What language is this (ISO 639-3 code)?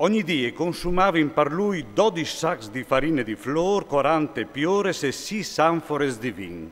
fur